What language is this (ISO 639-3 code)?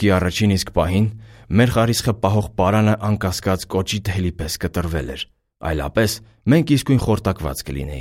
hye